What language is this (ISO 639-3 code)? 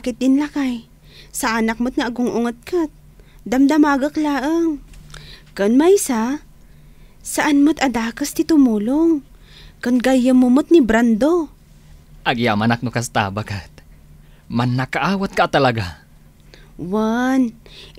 ilo